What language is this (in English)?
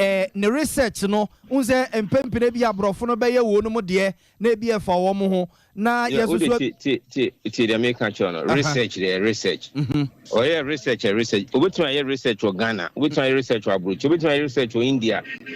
Akan